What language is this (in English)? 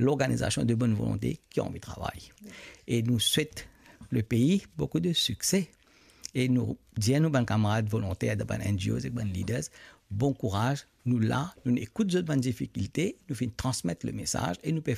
Morisyen